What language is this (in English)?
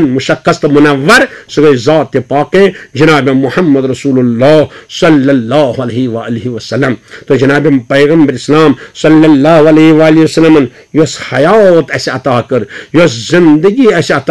Kashmiri